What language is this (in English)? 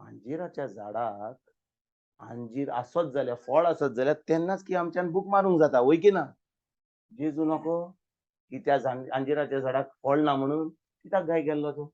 Konkani